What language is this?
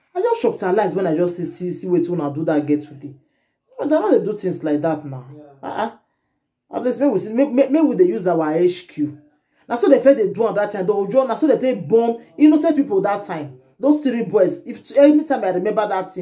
Nigerian Pidgin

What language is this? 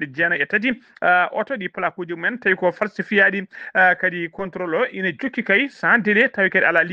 Fula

